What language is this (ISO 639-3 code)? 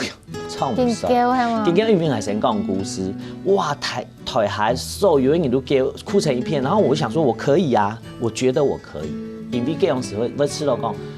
hak